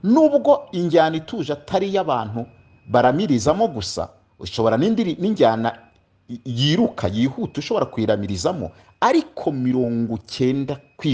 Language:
Kinyarwanda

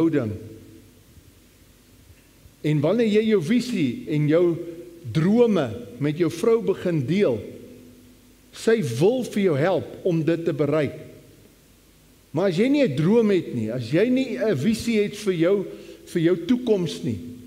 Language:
Afrikaans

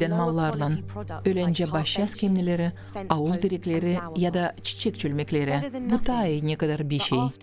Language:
Gagauz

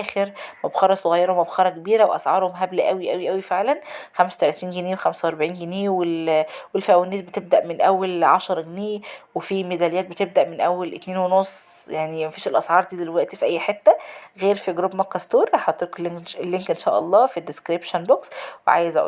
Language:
Egyptian Arabic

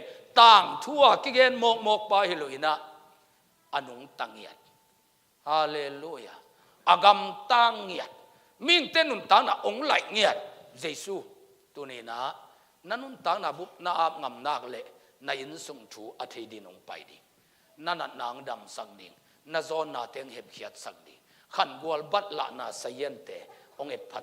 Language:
Tedim Chin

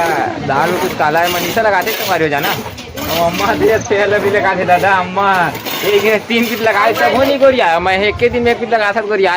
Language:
Chhattisgarhi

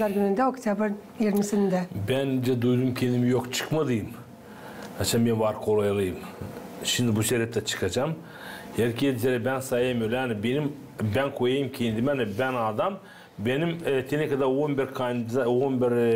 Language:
Gagauz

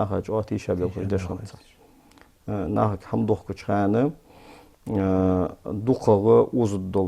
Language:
Ingush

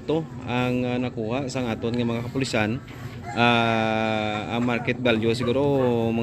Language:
Hiligaynon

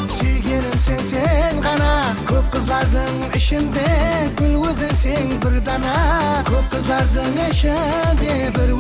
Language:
Kara-Kalpak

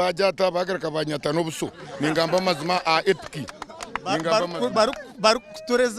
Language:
Nyankole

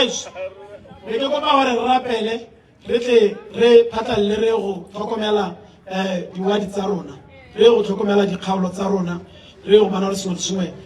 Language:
Tswana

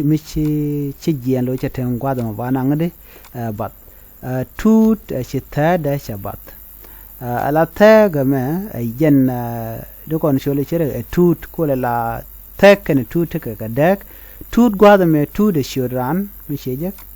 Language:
Nuer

